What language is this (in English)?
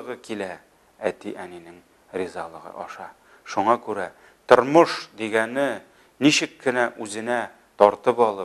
Tatar